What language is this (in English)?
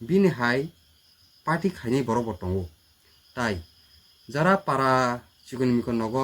Kok Borok